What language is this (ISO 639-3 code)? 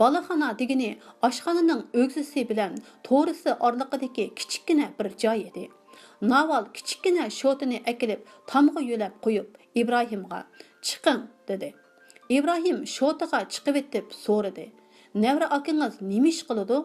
uig